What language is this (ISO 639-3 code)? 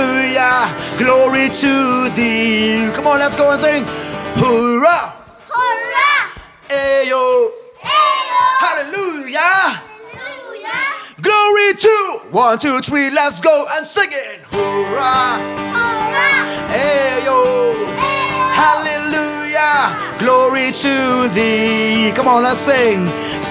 kha